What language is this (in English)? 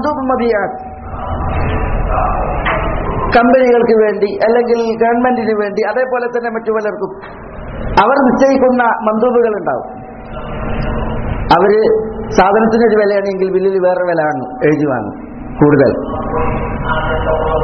Malayalam